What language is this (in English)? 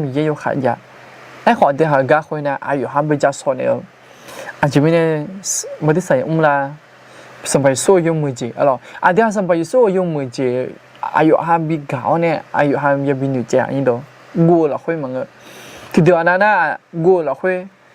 Akha